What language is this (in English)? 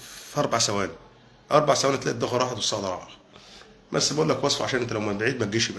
Egyptian Arabic